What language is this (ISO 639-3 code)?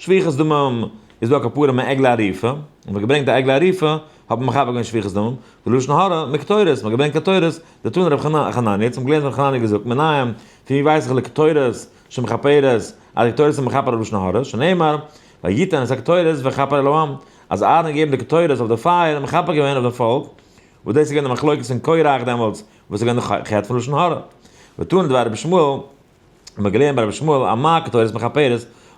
yid